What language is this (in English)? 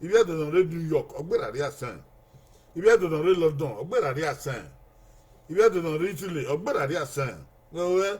Bini